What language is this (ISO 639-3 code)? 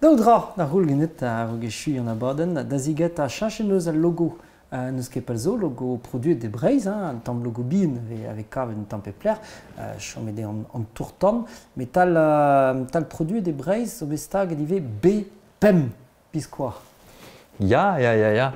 bre